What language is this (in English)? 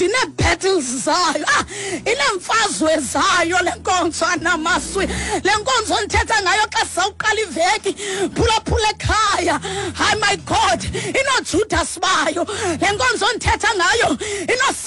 Xhosa